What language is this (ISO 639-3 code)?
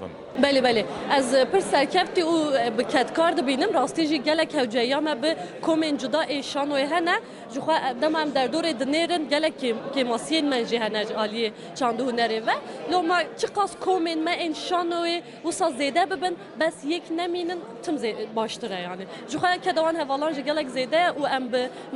kur